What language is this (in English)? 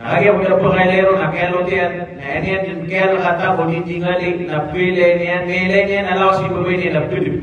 Maranao